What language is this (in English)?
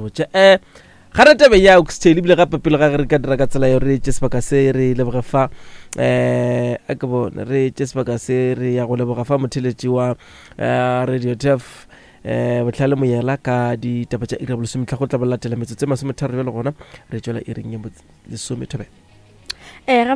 Northern Sotho